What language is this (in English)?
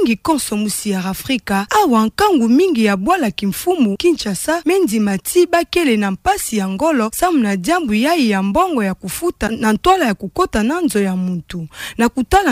Kituba (Democratic Republic of Congo)